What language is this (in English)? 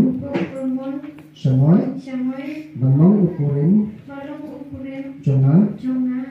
Khasi